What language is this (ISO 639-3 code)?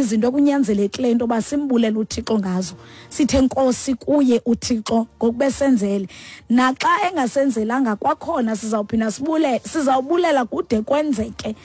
xho